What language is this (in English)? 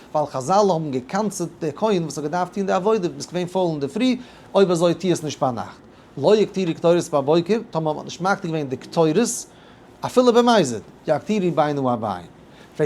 Yiddish